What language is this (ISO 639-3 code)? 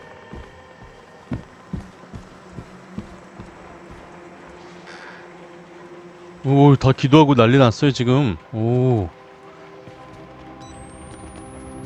kor